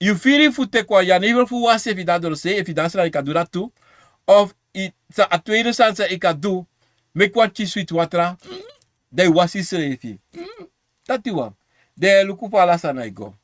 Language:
Sranan Tongo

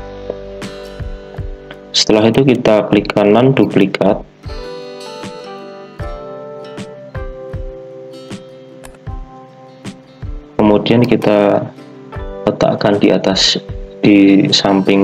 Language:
Indonesian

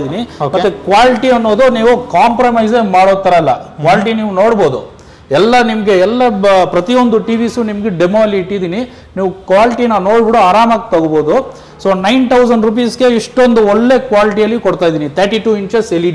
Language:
Kannada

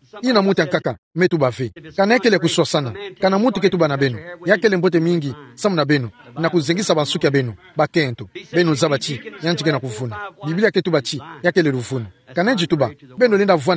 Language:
Kituba (Democratic Republic of Congo)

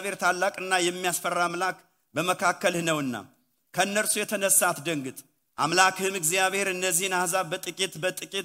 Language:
Amharic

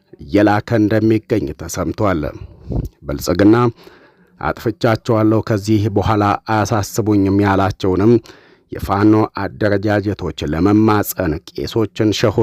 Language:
Amharic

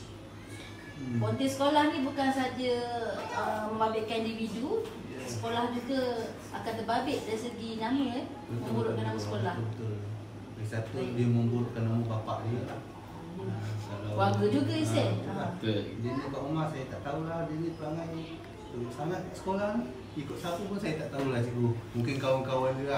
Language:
Malay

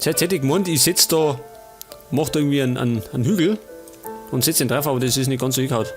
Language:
Bavarian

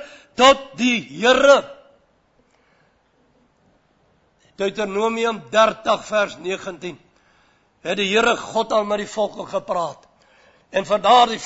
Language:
Afrikaans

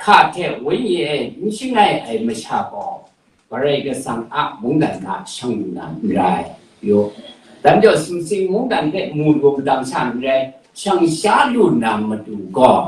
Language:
Kachin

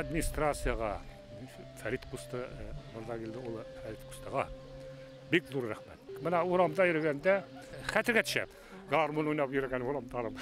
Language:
Bashkir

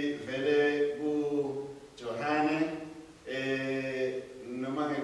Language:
Swati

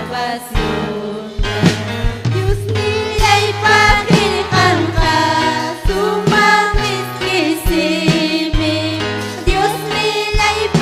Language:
Ayacucho Quechua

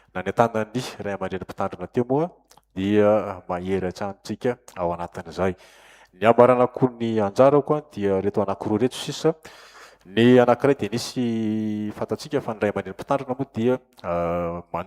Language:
Malagasy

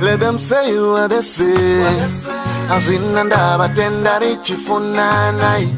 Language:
Venda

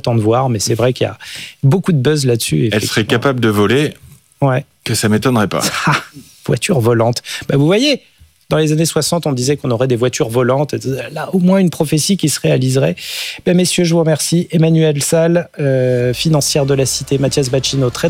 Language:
French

